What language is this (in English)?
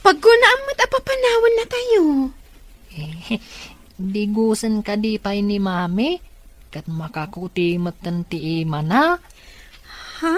Iloko